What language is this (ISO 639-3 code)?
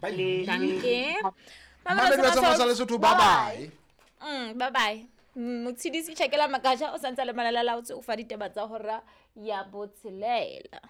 sot